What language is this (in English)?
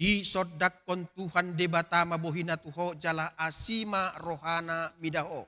Batak Toba